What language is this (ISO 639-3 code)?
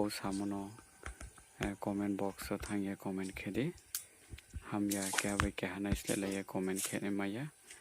ria